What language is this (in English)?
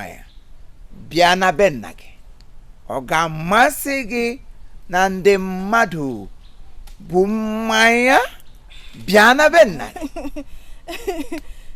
Igbo